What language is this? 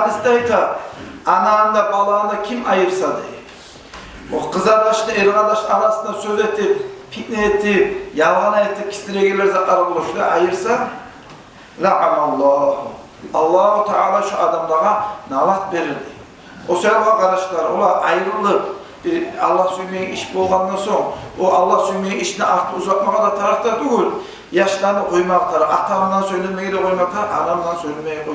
Kumyk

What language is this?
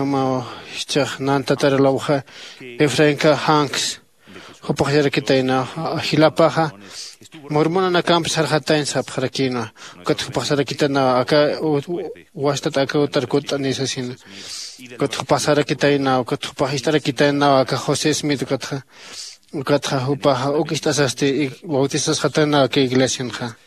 Aymara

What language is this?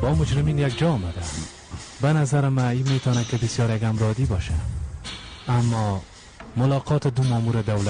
Persian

